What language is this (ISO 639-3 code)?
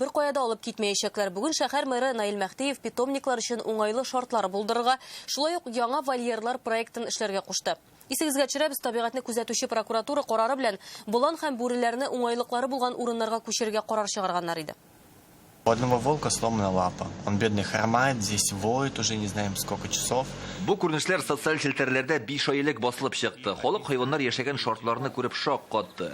tat